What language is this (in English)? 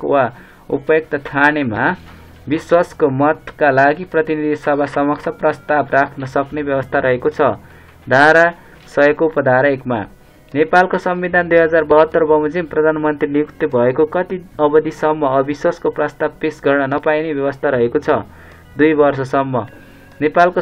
Nepali